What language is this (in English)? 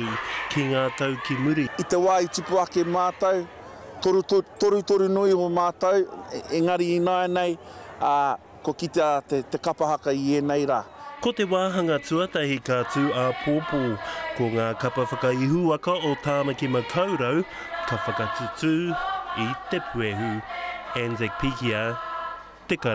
Māori